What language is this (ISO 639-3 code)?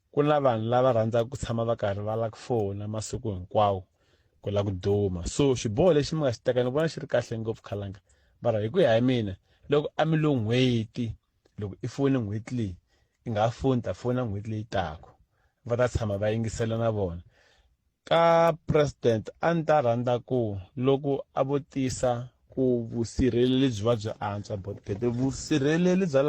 tso